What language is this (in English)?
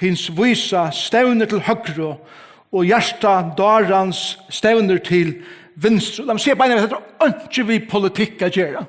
Faroese